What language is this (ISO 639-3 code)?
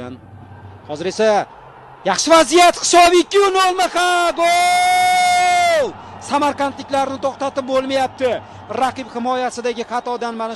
uzb